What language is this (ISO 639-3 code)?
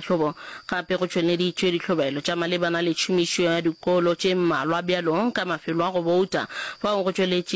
nso